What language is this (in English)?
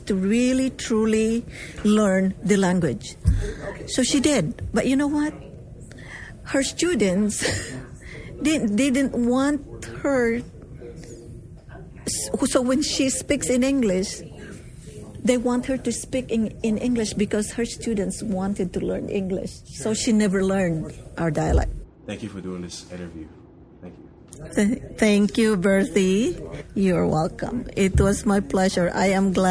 English